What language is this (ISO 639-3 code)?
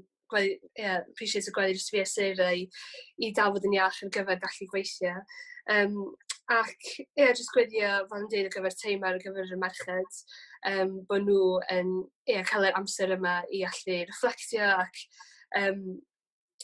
cym